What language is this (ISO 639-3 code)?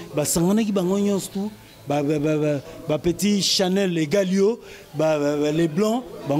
lin